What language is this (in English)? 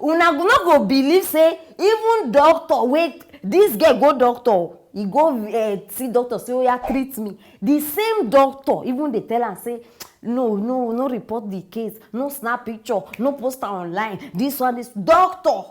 Nigerian Pidgin